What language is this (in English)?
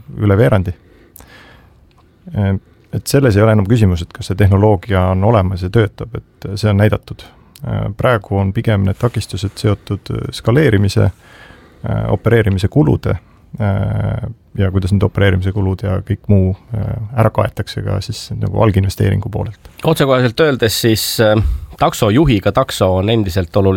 Estonian